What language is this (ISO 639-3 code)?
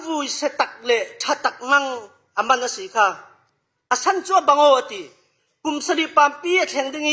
cfm